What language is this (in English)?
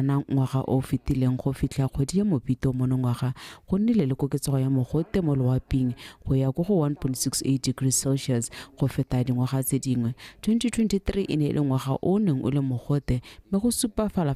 Tswana